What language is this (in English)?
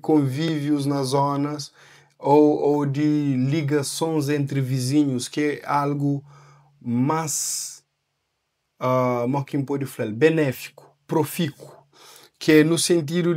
Kabuverdianu